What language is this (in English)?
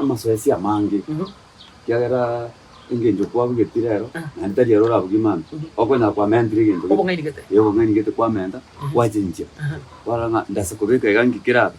Gusii